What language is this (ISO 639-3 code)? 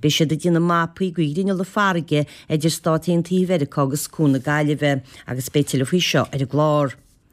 gle